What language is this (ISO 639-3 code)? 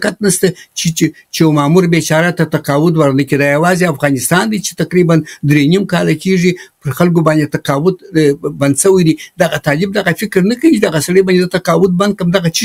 pus